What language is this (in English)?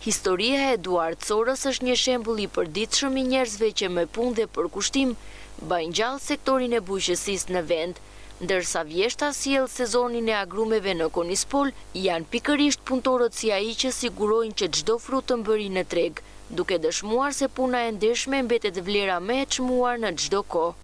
Albanian